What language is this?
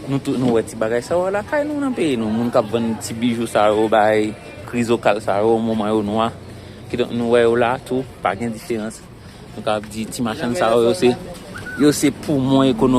Haitian Creole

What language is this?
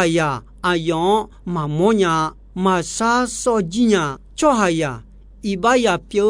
Akha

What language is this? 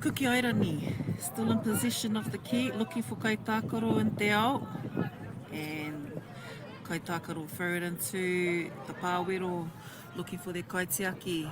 Māori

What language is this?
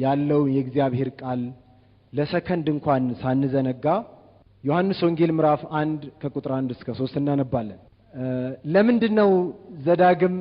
Amharic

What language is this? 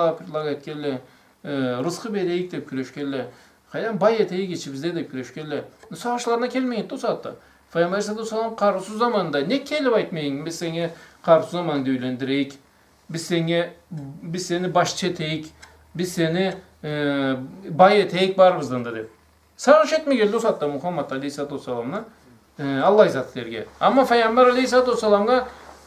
Karachay-Balkar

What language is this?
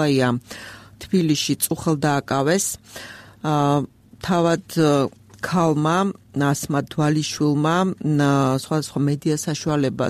Georgian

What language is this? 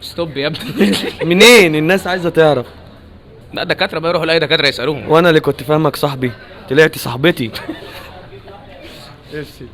Egyptian Arabic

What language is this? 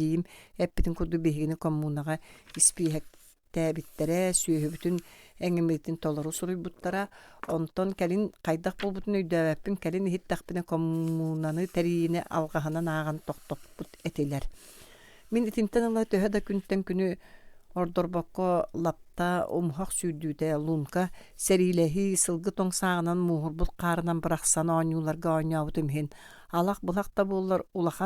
Yakut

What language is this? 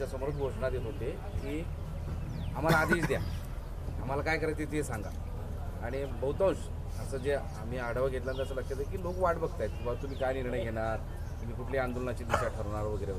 Marathi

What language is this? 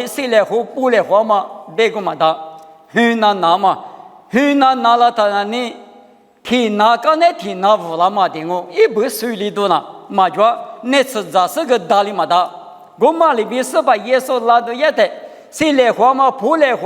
Lisu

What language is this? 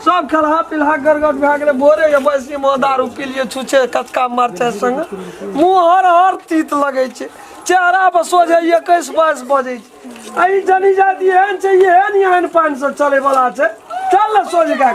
Maithili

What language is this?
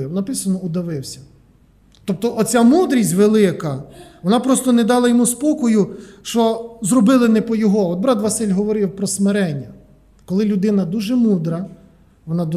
Ukrainian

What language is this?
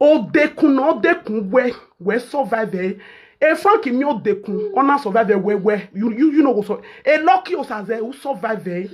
Nigerian Pidgin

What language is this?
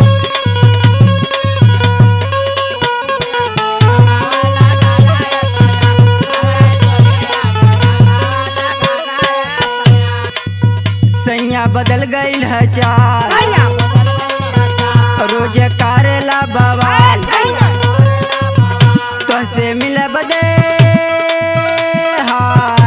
Bhojpuri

